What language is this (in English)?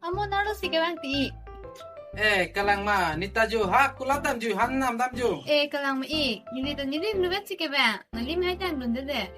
Karbi